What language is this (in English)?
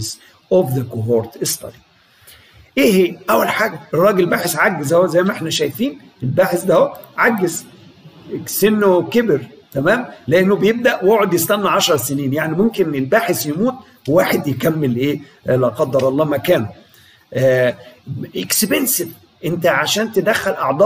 Egyptian Arabic